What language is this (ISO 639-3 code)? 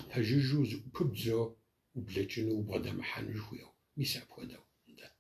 kbd